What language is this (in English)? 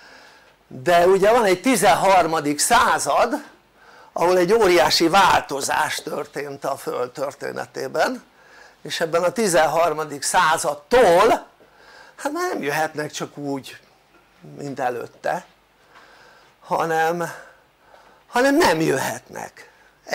Hungarian